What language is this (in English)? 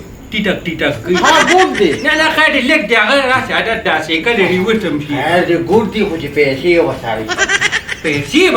Pashto